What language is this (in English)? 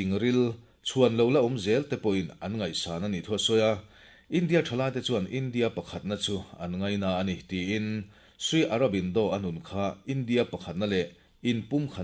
Mizo